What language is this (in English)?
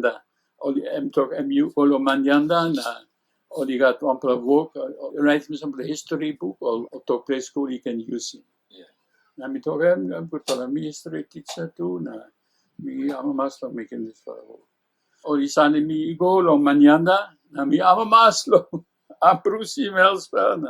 Tok Pisin